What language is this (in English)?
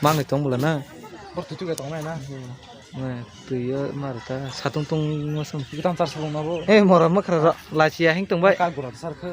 Kok Borok